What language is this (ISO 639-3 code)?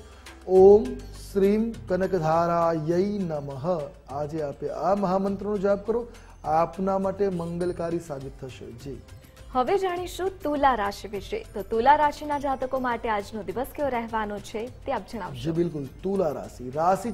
guj